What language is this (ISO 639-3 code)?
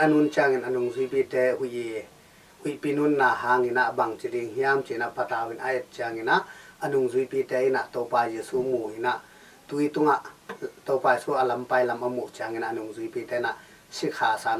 ctd